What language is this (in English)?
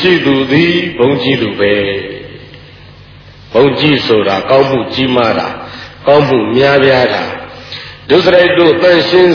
Burmese